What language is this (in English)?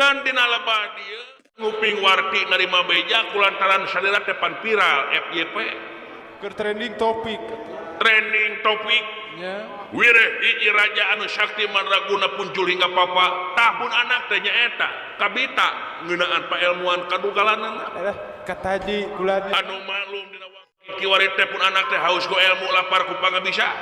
Sundanese